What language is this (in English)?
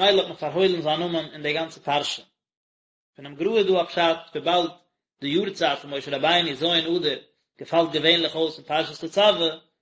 Yiddish